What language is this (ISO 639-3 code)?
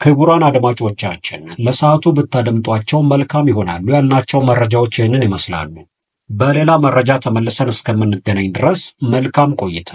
amh